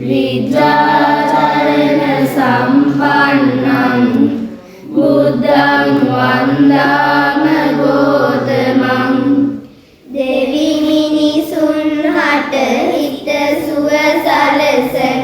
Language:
Sinhala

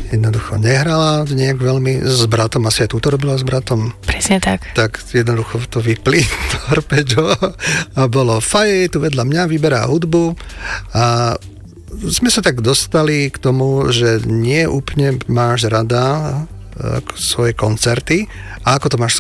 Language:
Slovak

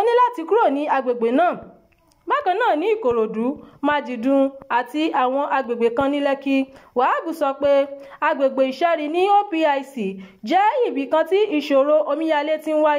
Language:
Yoruba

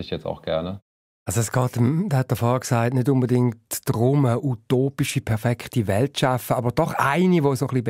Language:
Swiss German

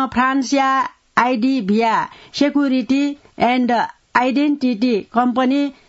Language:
Newari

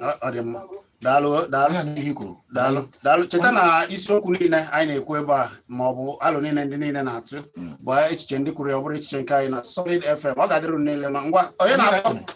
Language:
Igbo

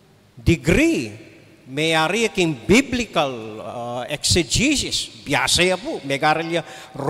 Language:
Pampanga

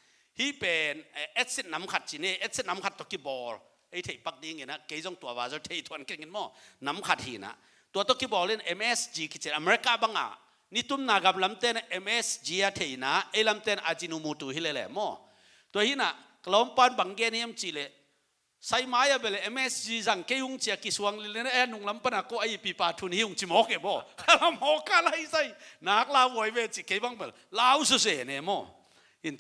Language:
Tedim Chin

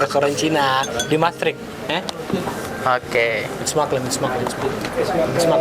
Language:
Ambonese Malay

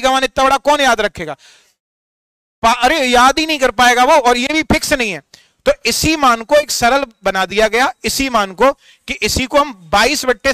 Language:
Hindi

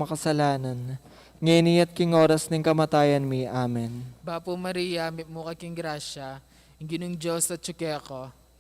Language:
Pampanga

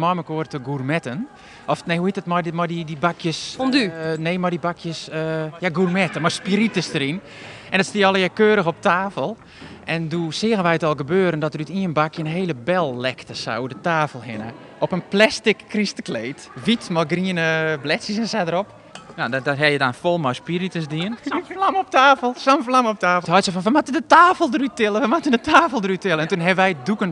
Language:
Western Frisian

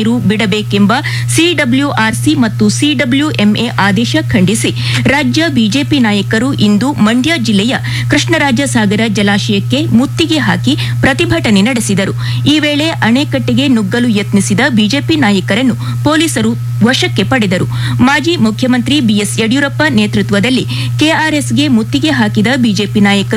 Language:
Kannada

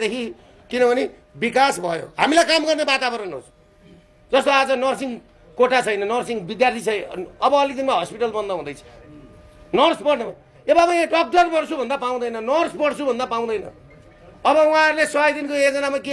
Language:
Nepali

